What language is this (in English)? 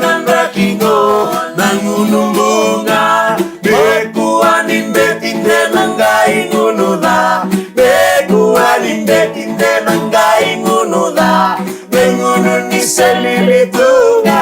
Fijian